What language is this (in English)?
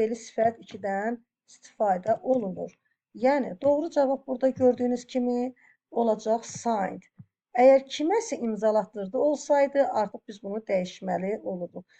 Azerbaijani